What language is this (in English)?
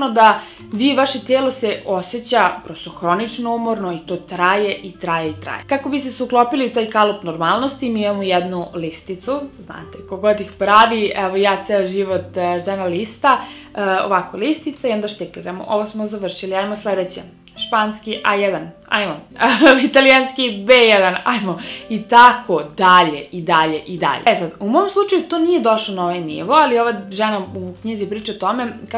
Serbian